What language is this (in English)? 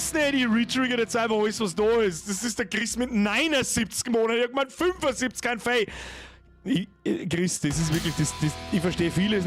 Bavarian